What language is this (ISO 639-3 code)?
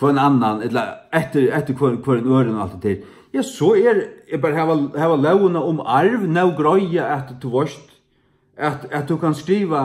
fao